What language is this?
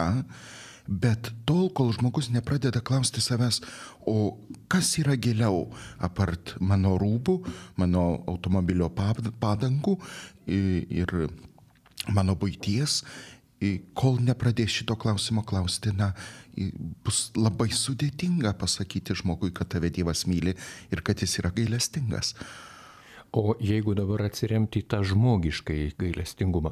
Lithuanian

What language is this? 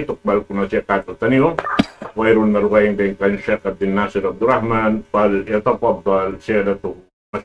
Tausug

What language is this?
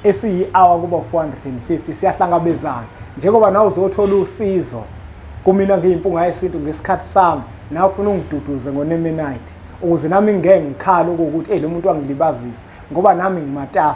Zulu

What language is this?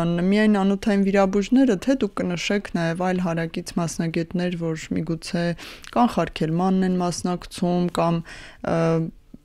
Armenian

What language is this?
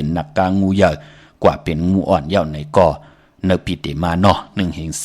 Shan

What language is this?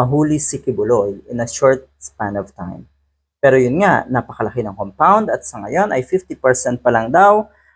Filipino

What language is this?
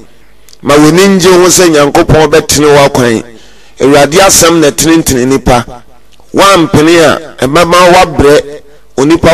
Akan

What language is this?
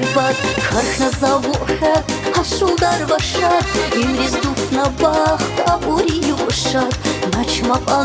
Tabassaran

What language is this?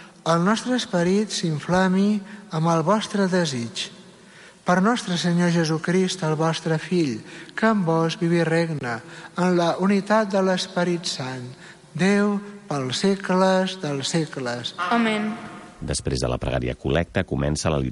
Catalan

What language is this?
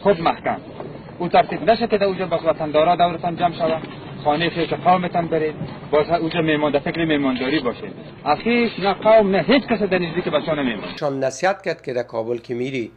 Persian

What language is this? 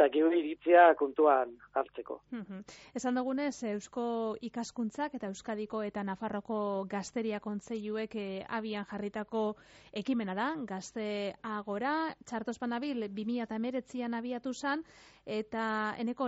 Basque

